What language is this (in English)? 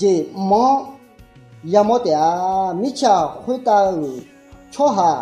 Akha